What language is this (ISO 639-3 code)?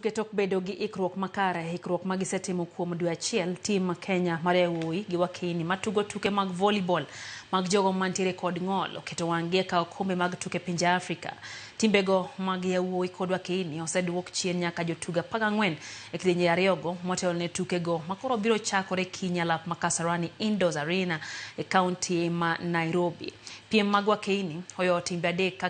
luo